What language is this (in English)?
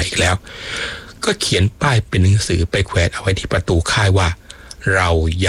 Thai